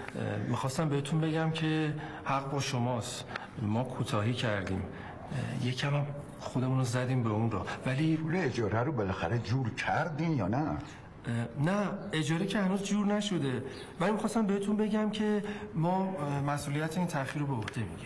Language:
Persian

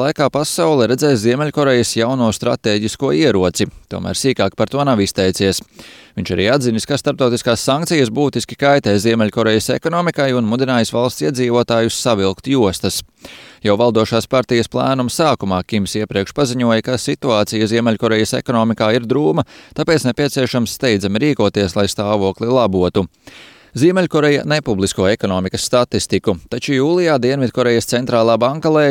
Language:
Latvian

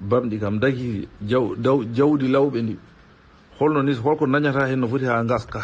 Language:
Fula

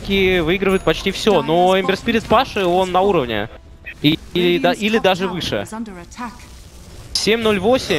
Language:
Russian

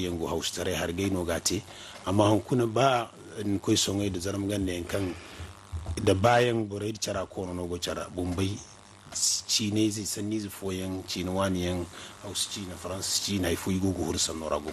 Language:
Zarma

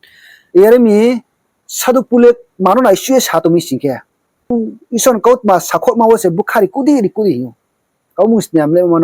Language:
Riang (India)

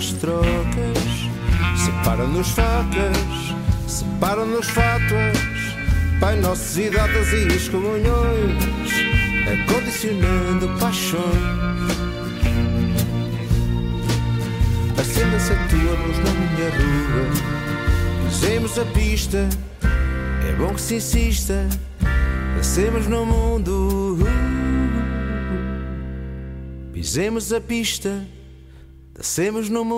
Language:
Portuguese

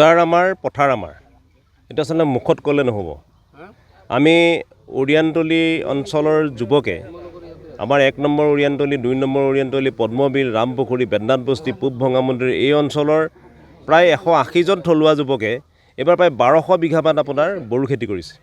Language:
Assamese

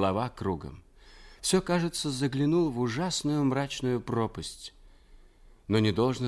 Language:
Russian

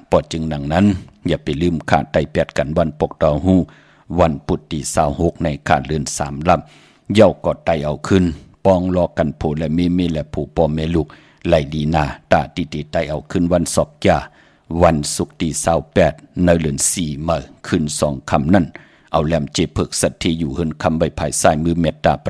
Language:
Shan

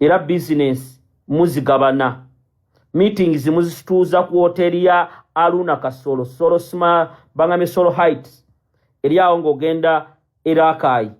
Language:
Ganda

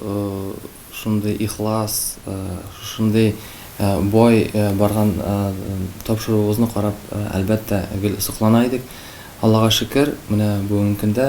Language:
Tatar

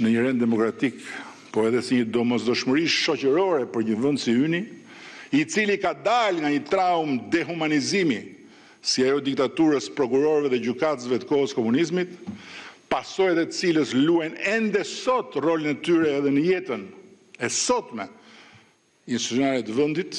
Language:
Albanian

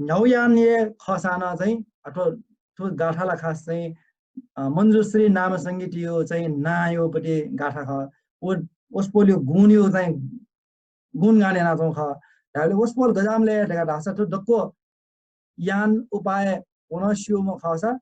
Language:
Newari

